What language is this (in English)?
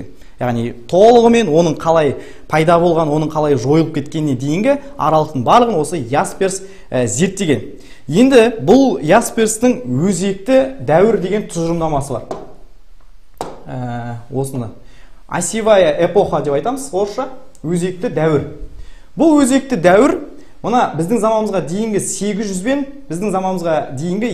Kazakh